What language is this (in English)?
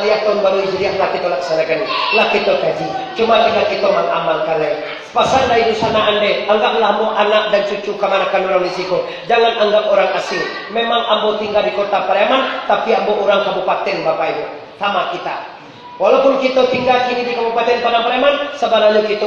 Minangkabau